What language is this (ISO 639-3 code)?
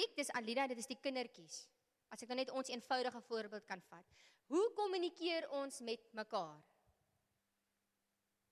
afr